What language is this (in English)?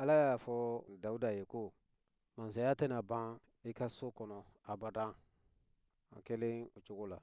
Bambara